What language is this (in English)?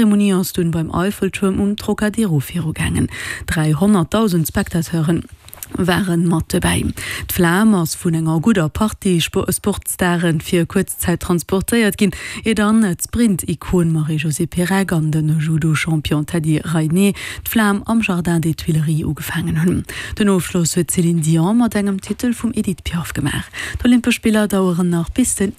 Luxembourgish